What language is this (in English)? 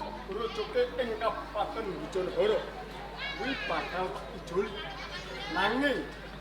Javanese